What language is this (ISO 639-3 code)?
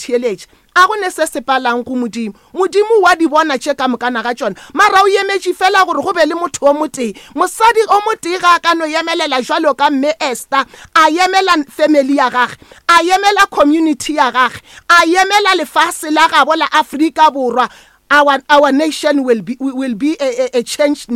nso